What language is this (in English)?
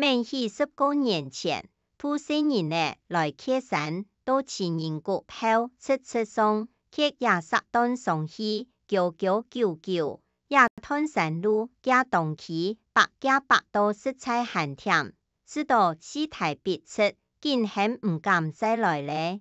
Hakka Chinese